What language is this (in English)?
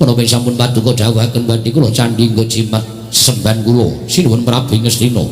Javanese